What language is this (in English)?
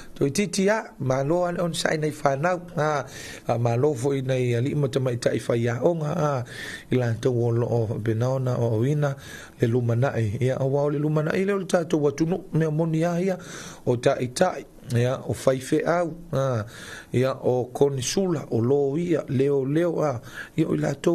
Samoan